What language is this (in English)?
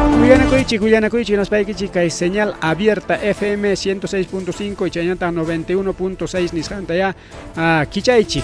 Ayacucho Quechua